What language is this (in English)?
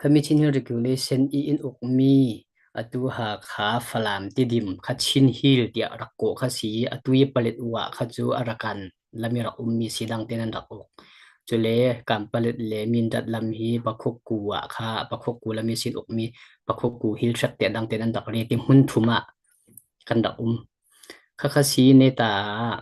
Falam Chin